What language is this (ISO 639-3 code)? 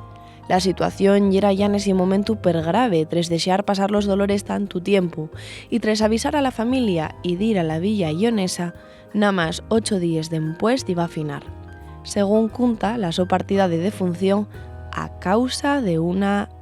ast